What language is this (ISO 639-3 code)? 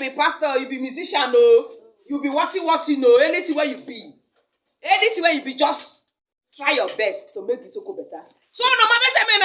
pcm